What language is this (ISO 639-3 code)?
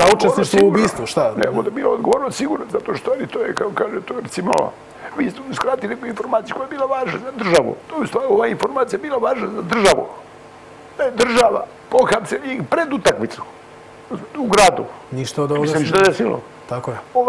srp